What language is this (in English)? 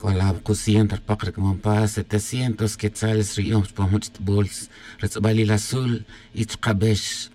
Tz'utujil